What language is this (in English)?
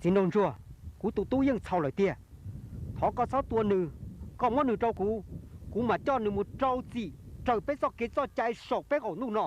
Hmong